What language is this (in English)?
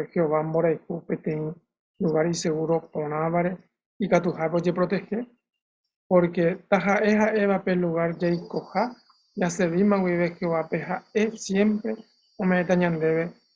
Guarani